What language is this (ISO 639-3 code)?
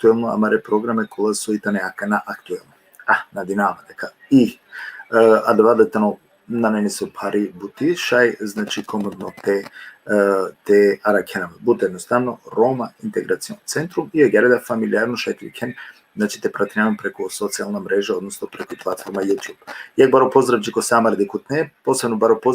rmn